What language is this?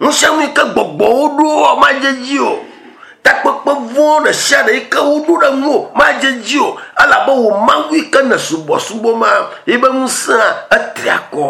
Ewe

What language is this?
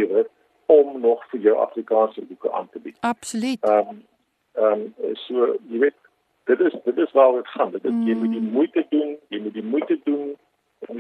Afrikaans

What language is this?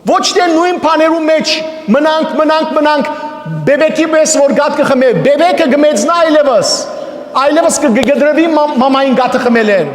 Western Armenian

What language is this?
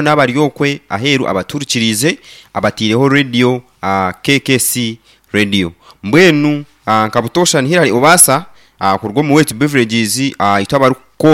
Nyankole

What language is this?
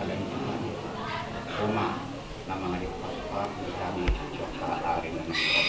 Batak Toba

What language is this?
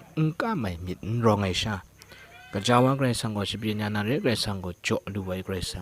Kachin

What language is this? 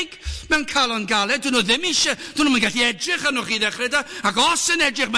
Welsh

